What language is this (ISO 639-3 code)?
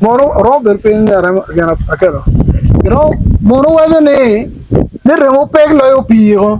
ach